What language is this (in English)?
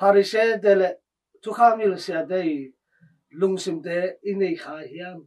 Tedim Chin